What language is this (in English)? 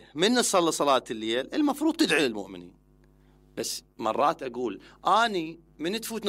Mesopotamian Arabic